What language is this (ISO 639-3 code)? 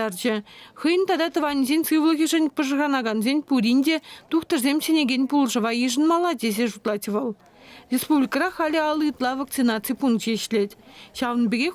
chv